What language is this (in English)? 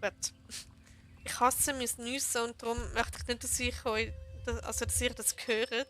Swiss German